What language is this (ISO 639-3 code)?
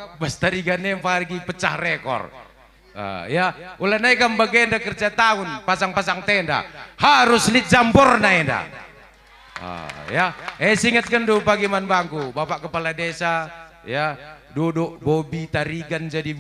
btx